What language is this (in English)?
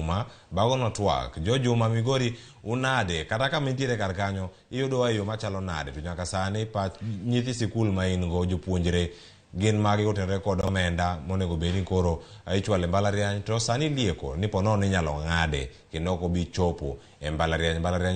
Luo (Kenya and Tanzania)